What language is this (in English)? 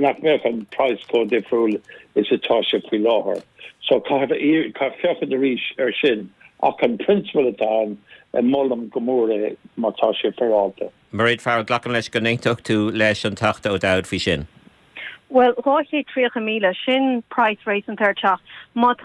Irish